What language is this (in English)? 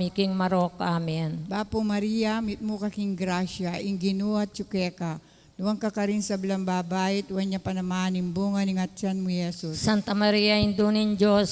Pampanga